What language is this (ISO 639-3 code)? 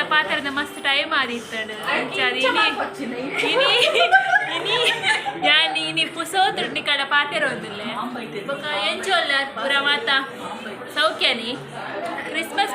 tcy